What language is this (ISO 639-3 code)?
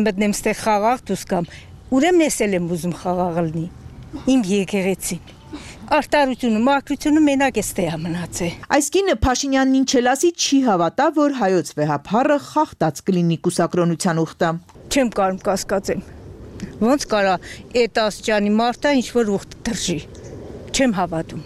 hye